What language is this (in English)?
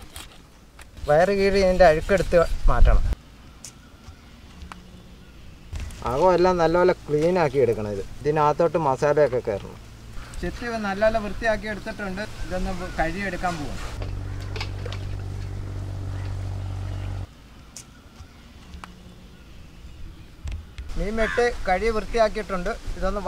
Malayalam